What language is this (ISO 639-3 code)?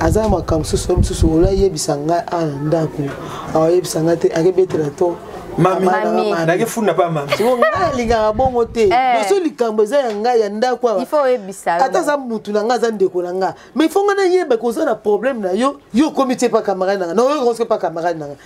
lin